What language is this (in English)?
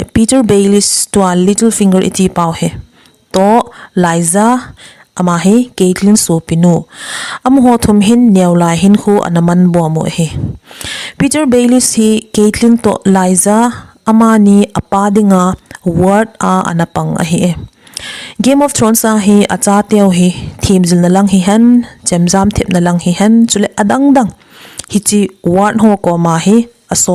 Thado Chin